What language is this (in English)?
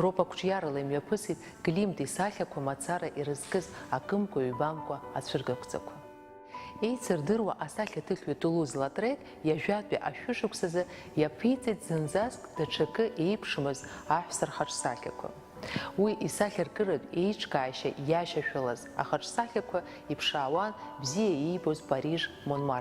Abkhazian